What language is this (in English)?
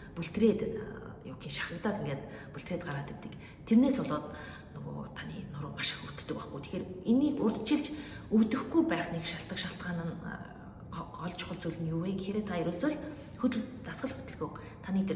Mongolian